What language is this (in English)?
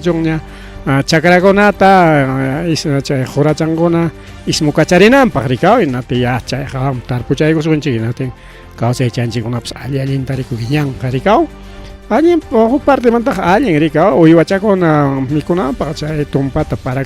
Ayacucho Quechua